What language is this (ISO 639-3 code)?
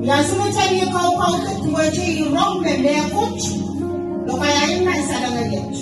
pon